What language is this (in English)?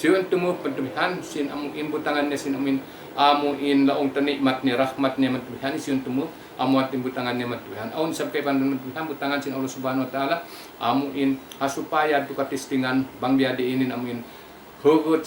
Tausug